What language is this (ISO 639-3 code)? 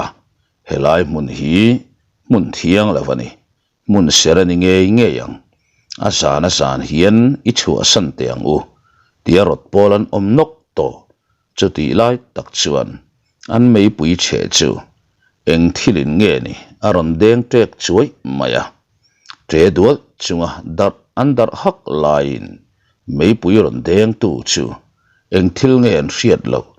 lus